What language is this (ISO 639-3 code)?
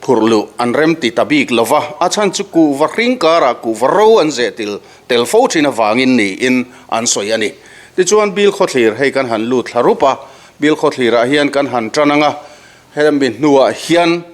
lus